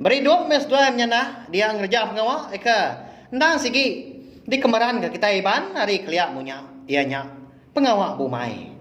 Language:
Iban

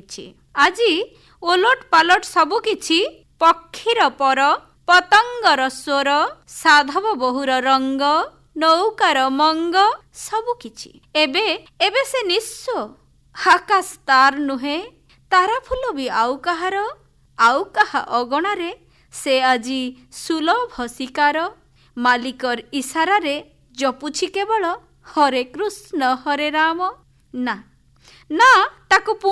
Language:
Odia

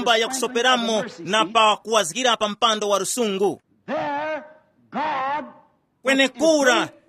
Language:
Tumbuka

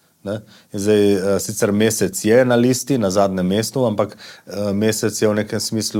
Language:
Slovenian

